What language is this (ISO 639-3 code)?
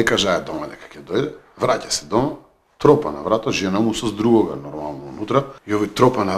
mkd